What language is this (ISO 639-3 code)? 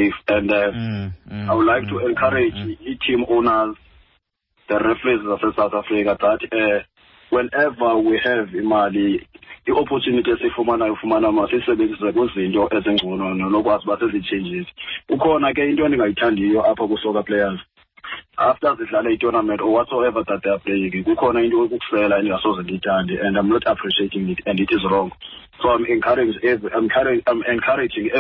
xho